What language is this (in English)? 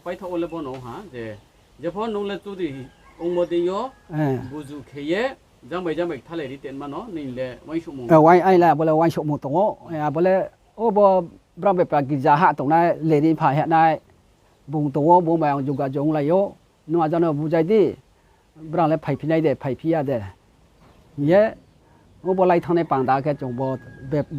Riang (India)